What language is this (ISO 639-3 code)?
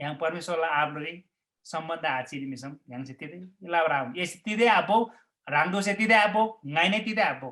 taj